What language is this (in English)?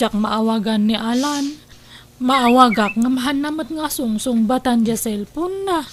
Iloko